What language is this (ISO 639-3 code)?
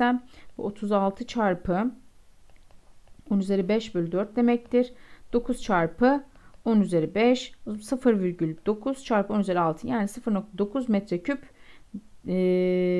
tur